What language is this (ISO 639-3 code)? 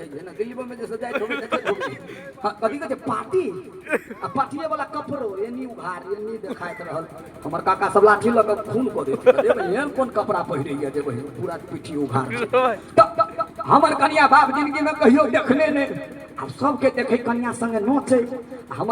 mai